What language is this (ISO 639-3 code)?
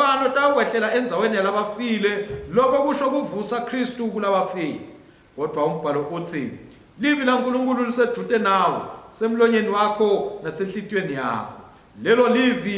ssw